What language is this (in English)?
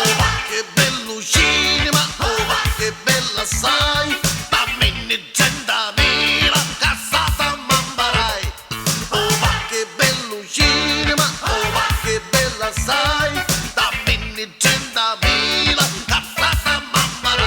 Neapolitan